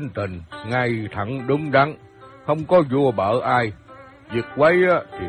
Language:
Vietnamese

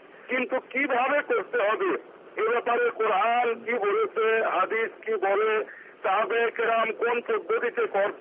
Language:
Bangla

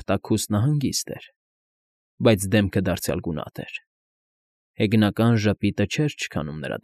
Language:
Armenian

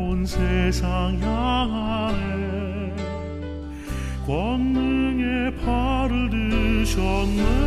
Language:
Korean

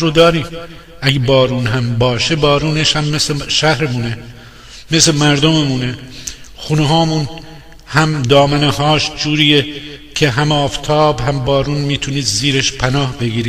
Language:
Gilaki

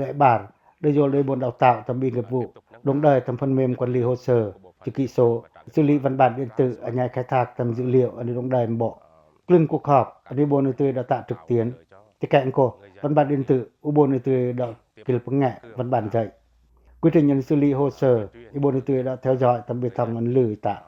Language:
Pacoh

